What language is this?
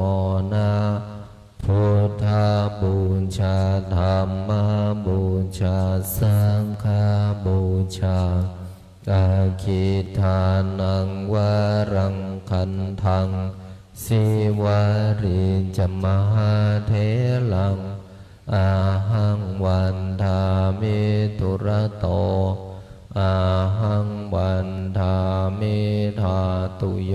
Pali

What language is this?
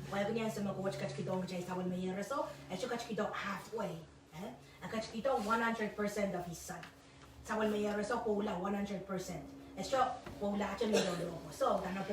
Pohnpeian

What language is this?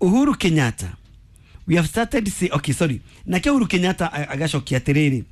Kikuyu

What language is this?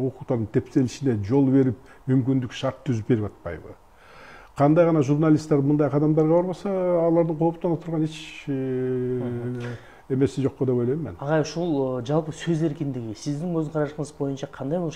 Kyrgyz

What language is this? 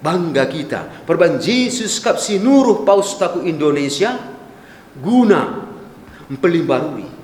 Batak Karo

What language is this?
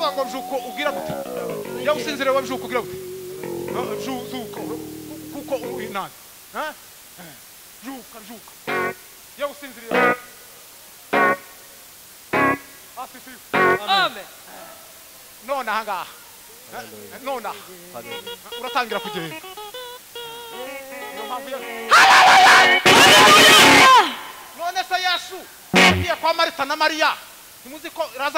Kinyarwanda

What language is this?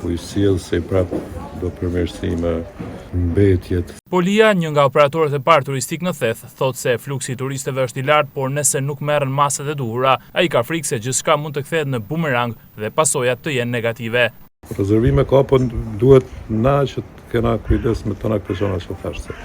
Albanian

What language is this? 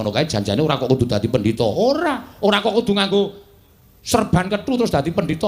Javanese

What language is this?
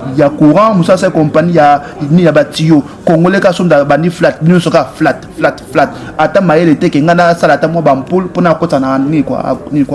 Lingala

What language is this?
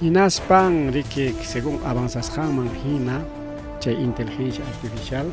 Ayacucho Quechua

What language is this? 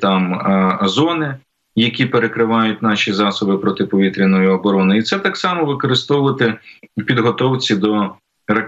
Ukrainian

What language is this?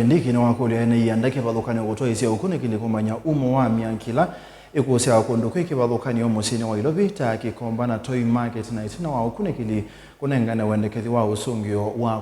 Kamba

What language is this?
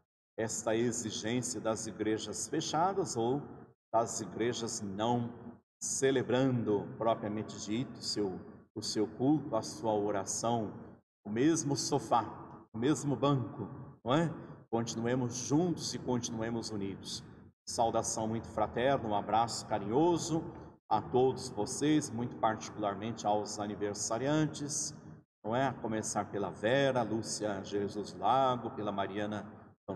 Portuguese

